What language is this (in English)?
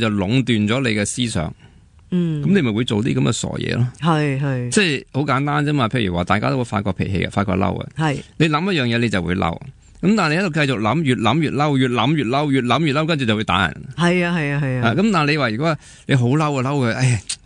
Cantonese